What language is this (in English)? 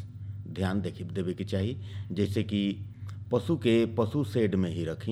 Bhojpuri